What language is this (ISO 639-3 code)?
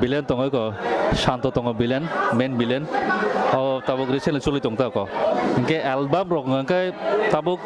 trp